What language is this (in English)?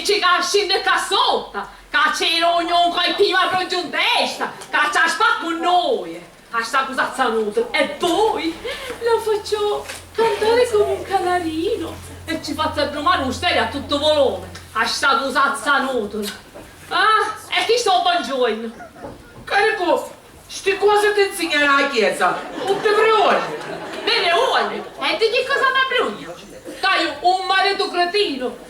Sicilian